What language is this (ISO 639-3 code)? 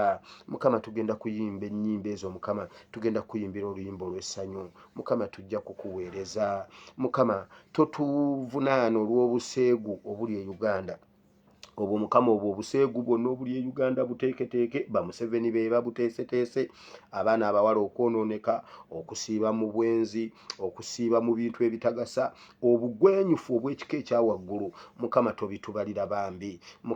lug